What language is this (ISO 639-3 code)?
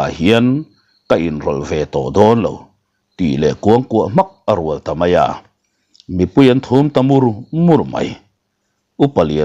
lus